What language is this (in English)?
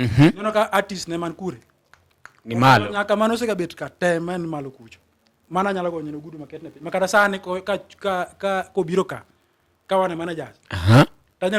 Luo (Kenya and Tanzania)